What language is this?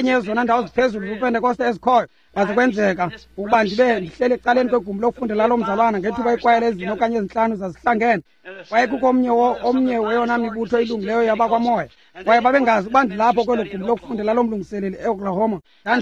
Xhosa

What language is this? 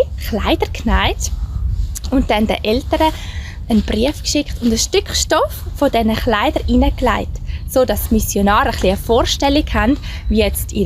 Swiss German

